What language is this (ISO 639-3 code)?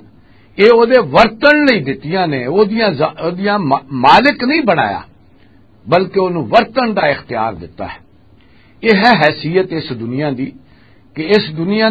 lah